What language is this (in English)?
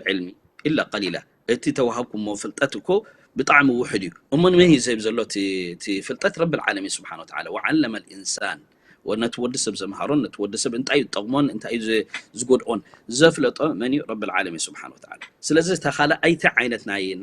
Tigrinya